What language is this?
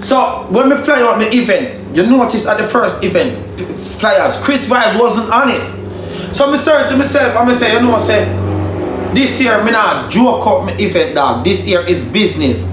Jamaican Creole English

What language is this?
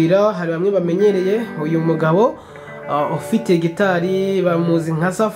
Kinyarwanda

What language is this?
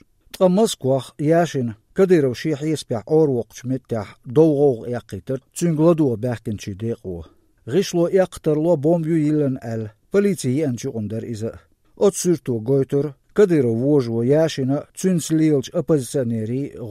Chechen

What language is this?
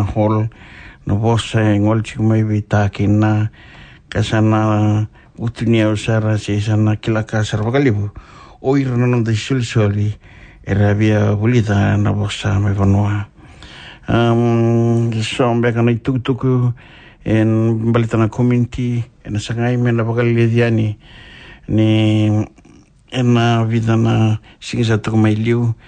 Fijian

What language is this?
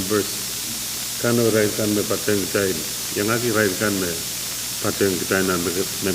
Pohnpeian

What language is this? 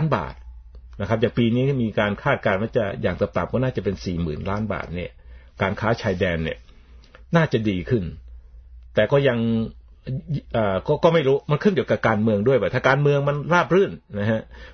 Thai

